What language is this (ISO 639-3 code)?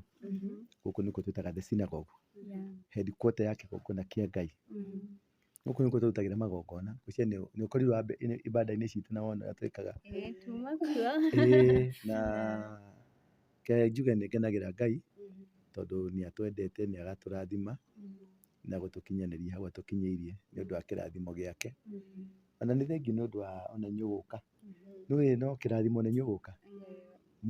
kik